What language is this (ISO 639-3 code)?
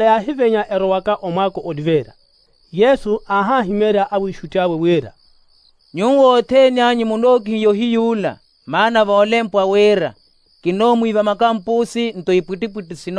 vmw